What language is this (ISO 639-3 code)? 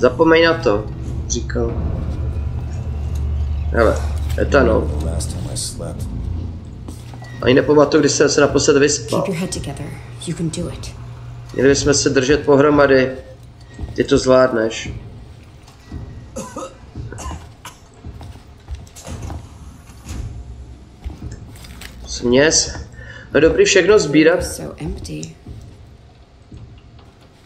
ces